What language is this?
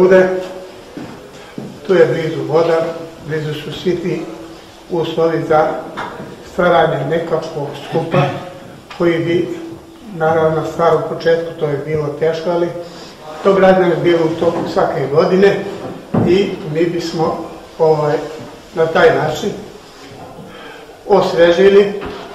Bosnian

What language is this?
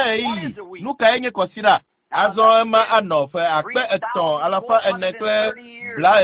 Ewe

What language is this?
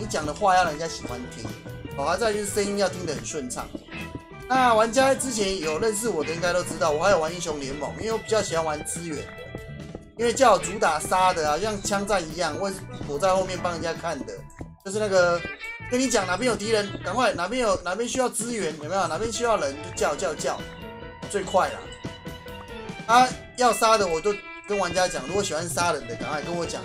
Chinese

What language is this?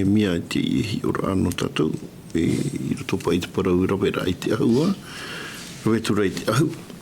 Tahitian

